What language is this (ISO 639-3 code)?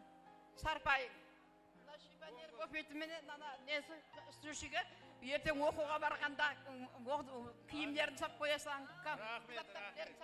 kaa